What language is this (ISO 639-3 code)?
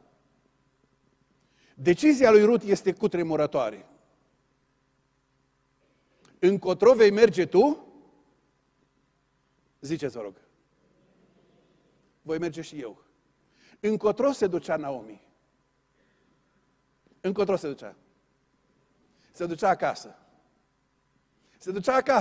ron